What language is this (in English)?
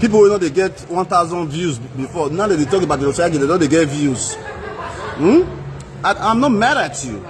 Nigerian Pidgin